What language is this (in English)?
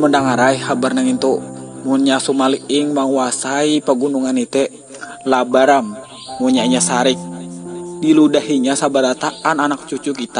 Banjar